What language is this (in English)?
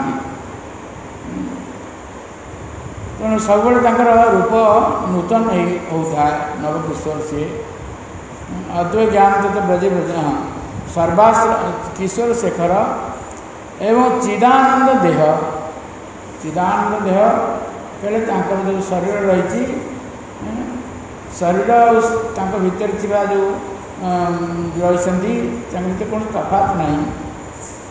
Odia